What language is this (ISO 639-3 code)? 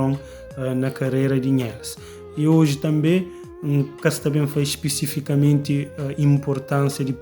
kea